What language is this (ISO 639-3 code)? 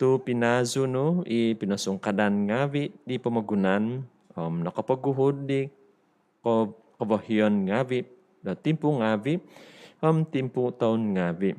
dtp